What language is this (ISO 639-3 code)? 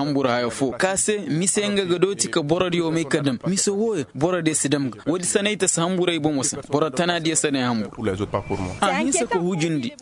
ses